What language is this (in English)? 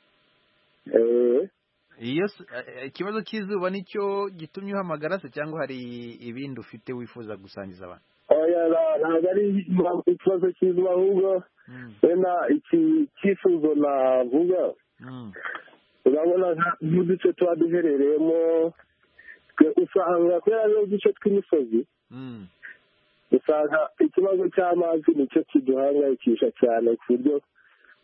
Kinyarwanda